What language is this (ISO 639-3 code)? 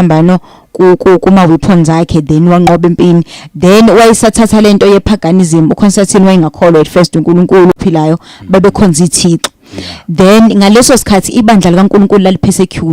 zul